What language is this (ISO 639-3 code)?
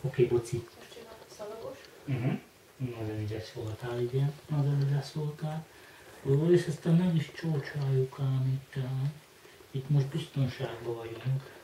hun